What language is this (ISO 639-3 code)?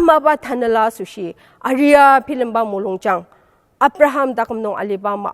njo